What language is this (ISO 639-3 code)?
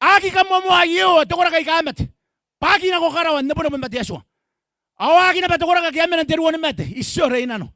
gil